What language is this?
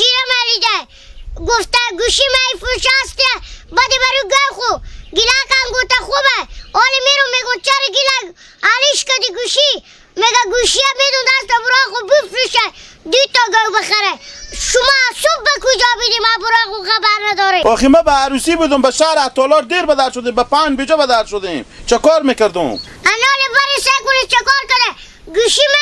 Hazaragi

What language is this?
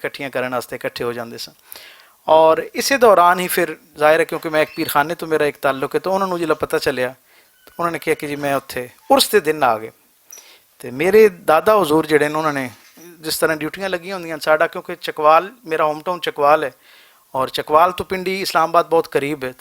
Western Panjabi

